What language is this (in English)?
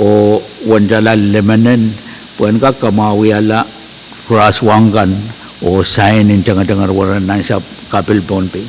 Pohnpeian